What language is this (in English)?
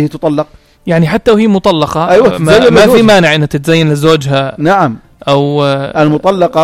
North Levantine Arabic